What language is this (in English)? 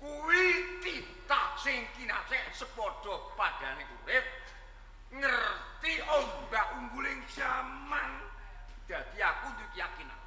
Javanese